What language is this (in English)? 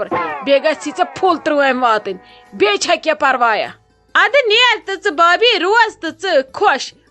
Kashmiri